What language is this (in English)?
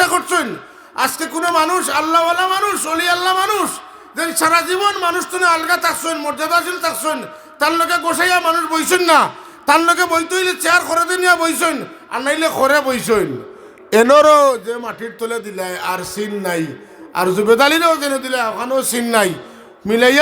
Sylheti